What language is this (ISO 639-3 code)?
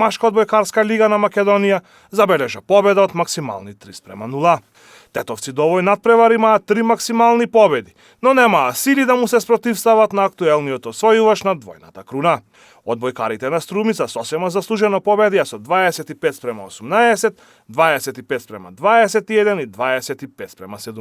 mkd